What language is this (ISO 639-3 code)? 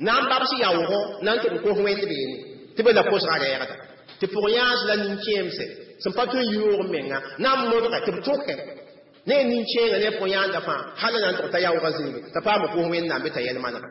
mos